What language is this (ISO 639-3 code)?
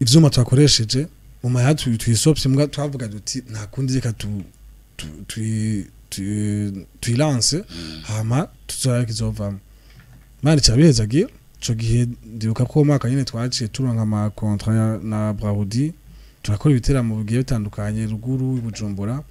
run